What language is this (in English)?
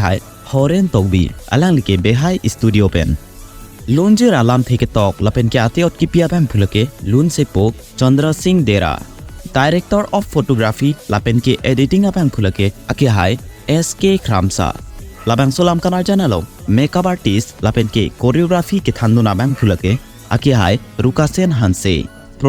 Karbi